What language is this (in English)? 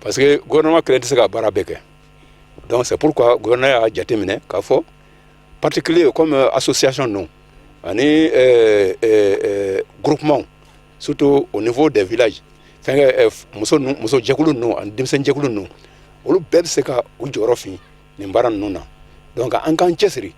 Bambara